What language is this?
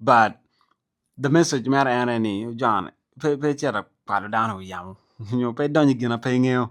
Acoli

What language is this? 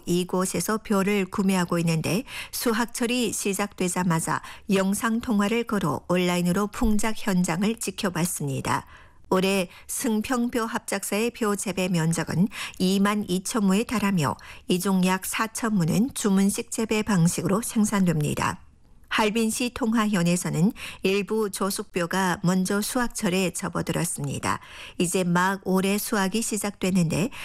Korean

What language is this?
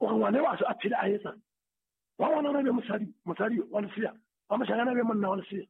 Southern Sotho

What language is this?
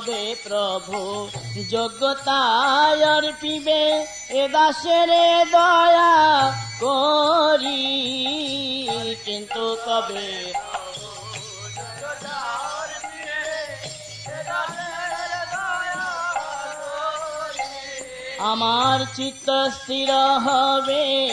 Bangla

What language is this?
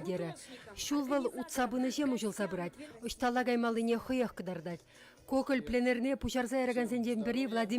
Chuvash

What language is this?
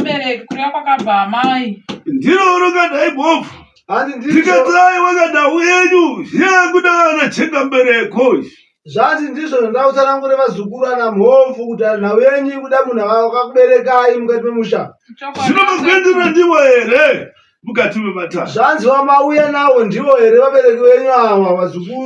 Shona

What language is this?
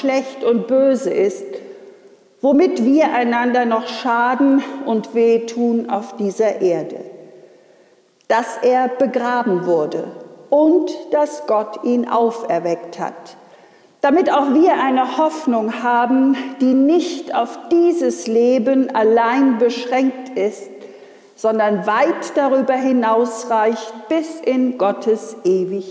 German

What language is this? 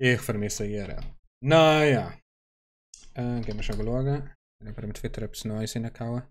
Swiss German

